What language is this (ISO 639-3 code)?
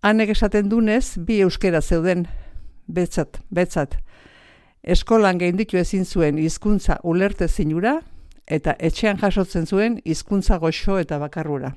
eus